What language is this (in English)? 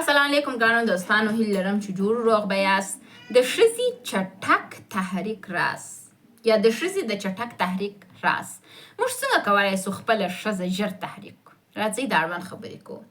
Pashto